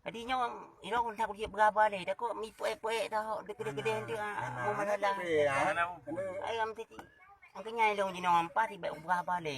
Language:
Achinese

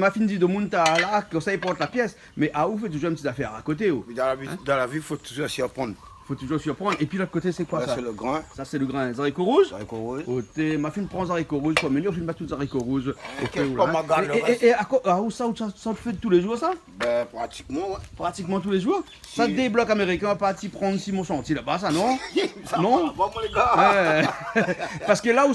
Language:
Réunion Creole French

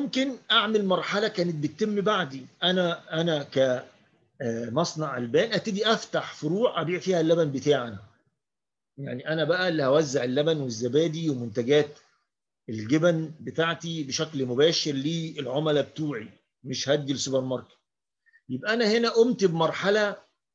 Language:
Egyptian Arabic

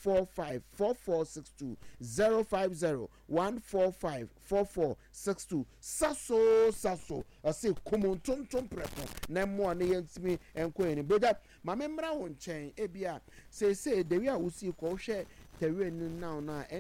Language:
Akan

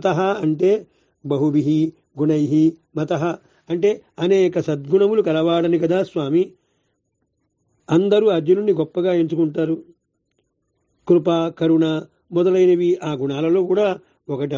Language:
Telugu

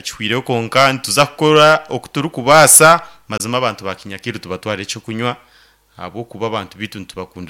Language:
Nyankole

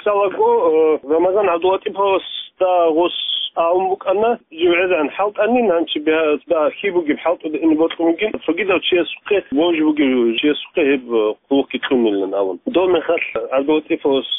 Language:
Avaric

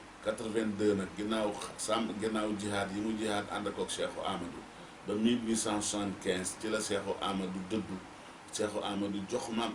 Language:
Wolof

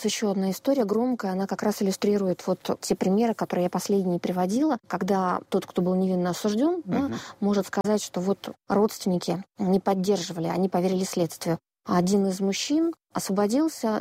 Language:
Russian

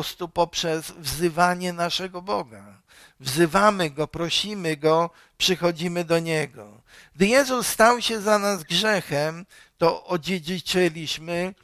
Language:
Polish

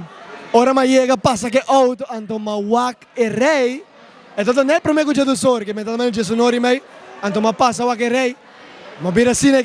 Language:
Papiamento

